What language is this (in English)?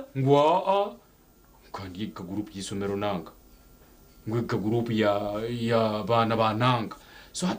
Nyankole